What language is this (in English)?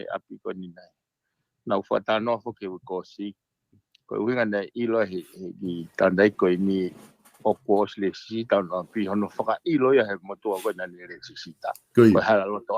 Tongan